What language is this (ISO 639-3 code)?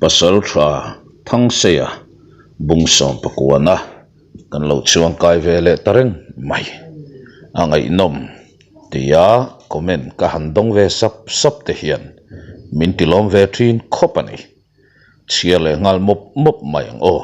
lus